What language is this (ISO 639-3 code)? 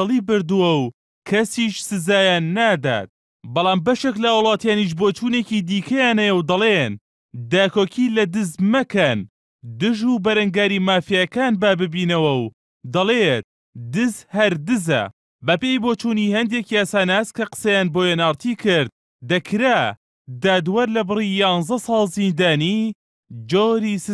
ckb